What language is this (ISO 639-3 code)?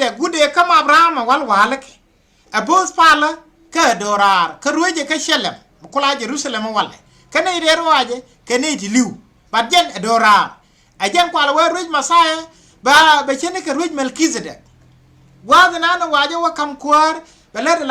nus